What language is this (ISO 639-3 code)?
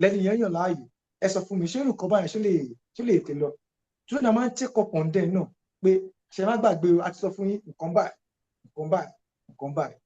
yor